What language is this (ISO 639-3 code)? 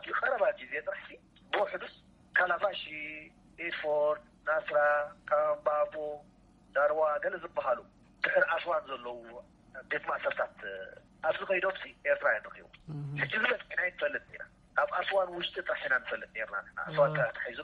tir